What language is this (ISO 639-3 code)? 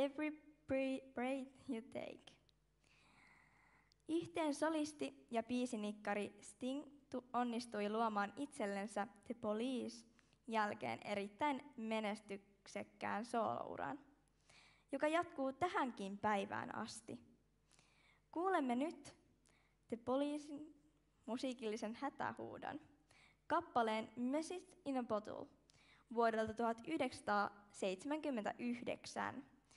fin